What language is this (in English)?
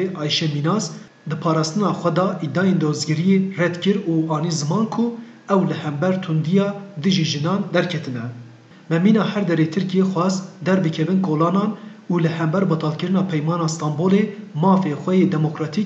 Kurdish